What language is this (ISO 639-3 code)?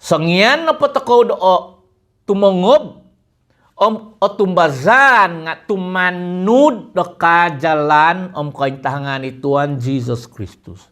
dtp